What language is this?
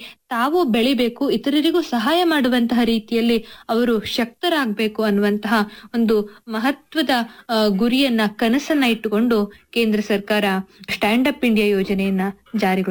Kannada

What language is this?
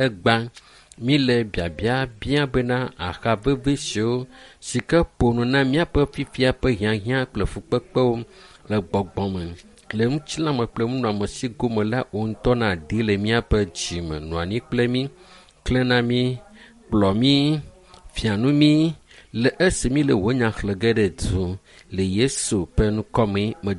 Ewe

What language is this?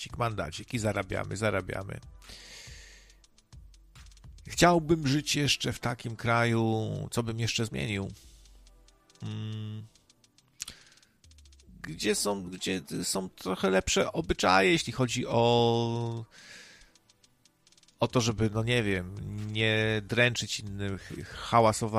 Polish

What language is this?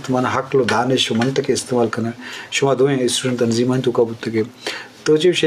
Eastern Balochi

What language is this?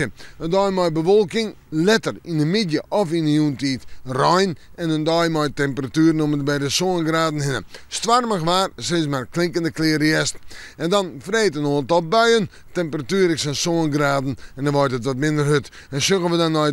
Western Frisian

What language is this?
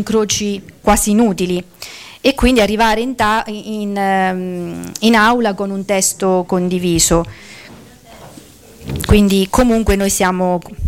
Italian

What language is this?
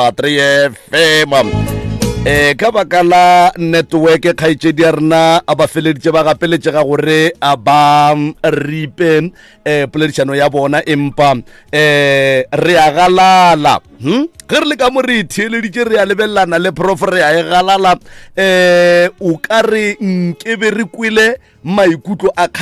Northern Sotho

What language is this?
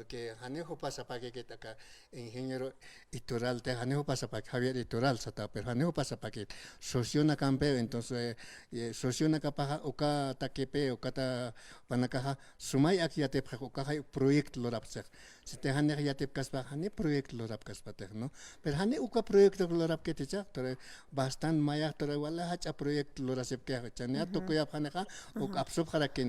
Aymara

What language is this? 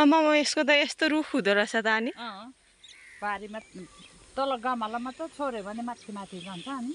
Nepali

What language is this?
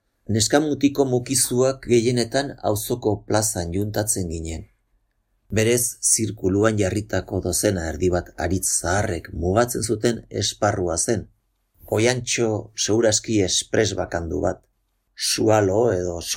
Basque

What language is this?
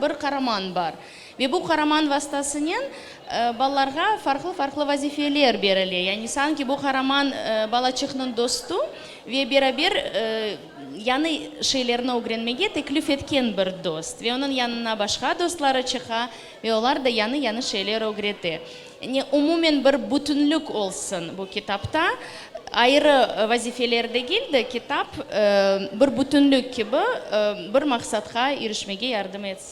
Crimean Tatar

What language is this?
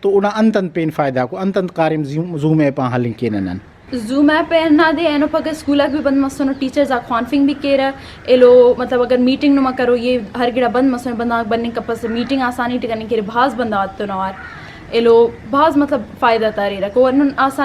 Brahui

